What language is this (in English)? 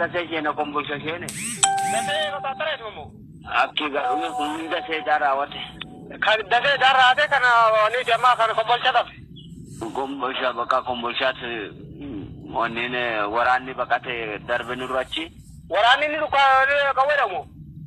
Oromo